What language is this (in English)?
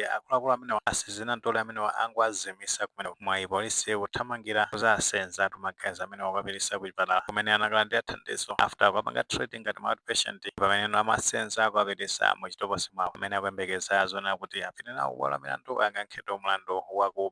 Nyanja